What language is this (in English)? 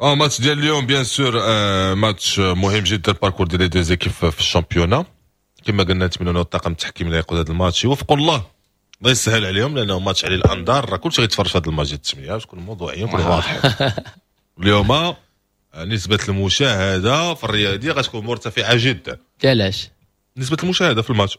Moroccan Arabic